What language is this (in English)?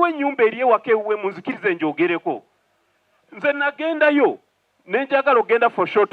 Ganda